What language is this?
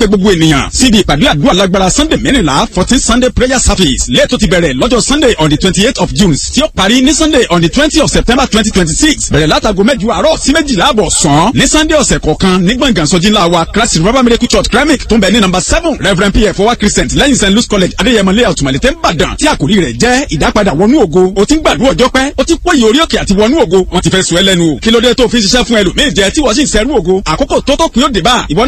Yoruba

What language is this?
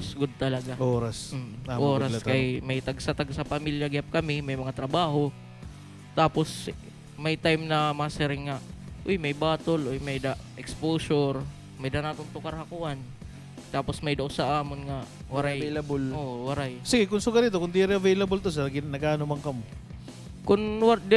Waray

